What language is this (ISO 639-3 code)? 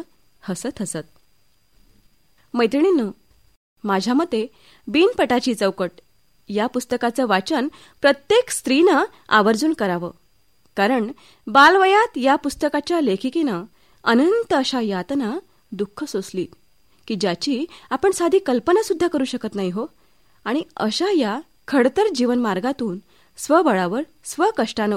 mar